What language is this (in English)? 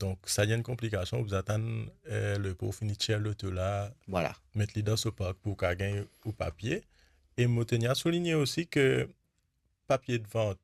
Morisyen